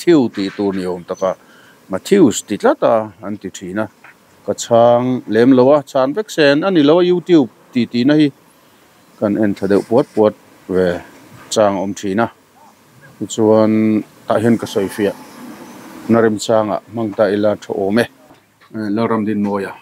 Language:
Mizo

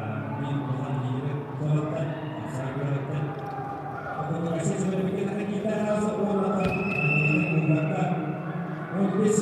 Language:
Yakut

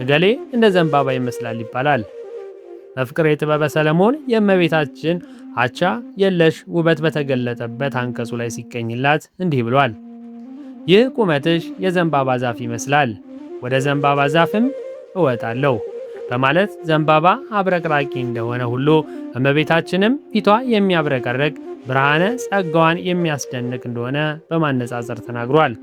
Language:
Amharic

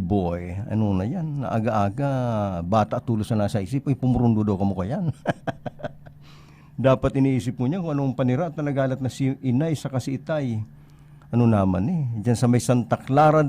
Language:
Bikol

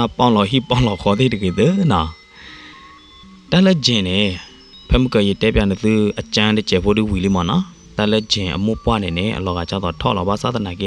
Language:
S'gaw Karen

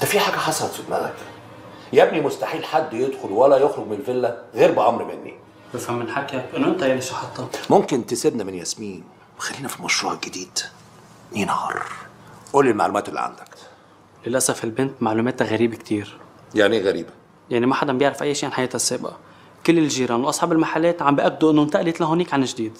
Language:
North Levantine Arabic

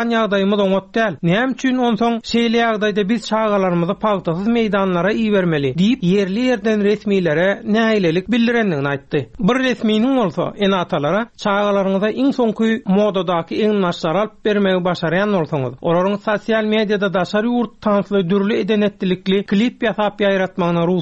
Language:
Turkmen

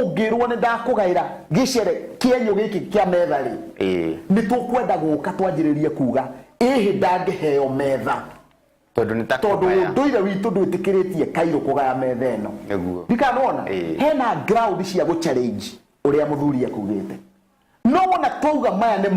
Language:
Kikuyu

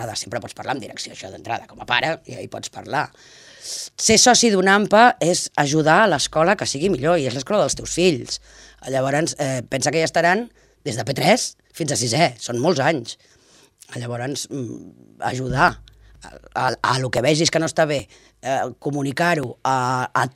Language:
Catalan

